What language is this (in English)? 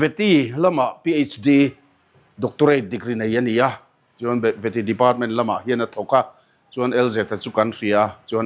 Mizo